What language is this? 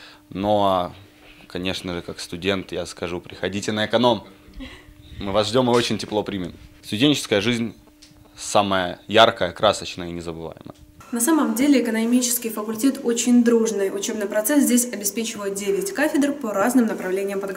Russian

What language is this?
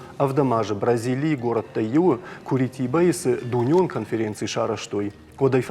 Ossetic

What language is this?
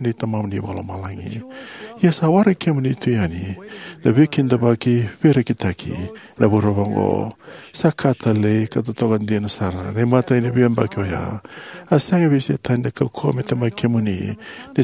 Fijian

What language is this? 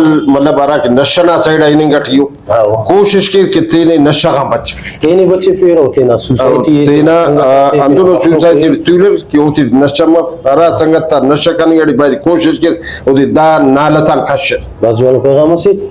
Brahui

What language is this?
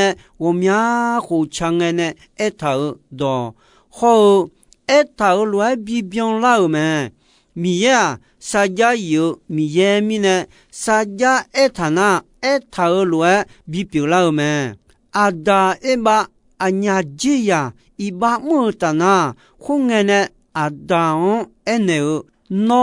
Akha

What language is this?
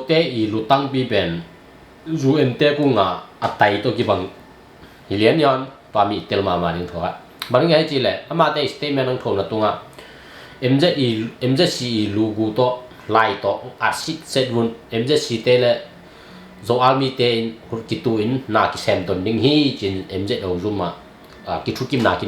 Tedim Chin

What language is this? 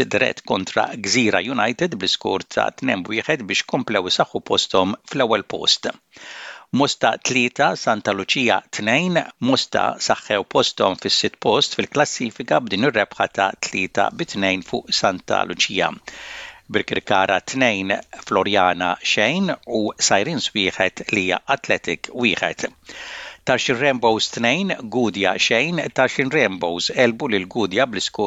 Maltese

